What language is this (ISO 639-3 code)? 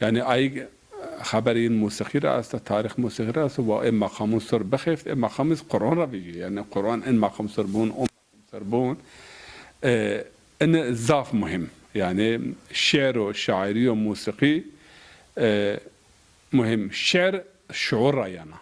zza